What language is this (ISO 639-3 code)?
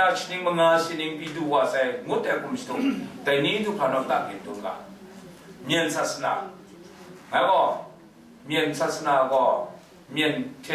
kac